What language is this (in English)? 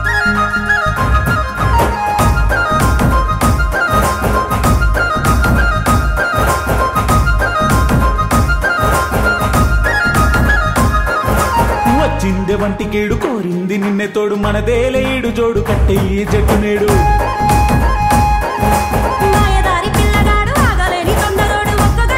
Telugu